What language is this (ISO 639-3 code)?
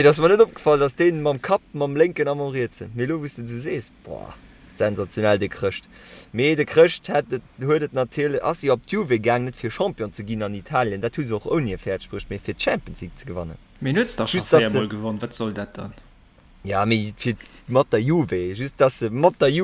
ltz